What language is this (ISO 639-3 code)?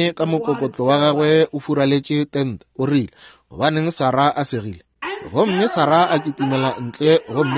nso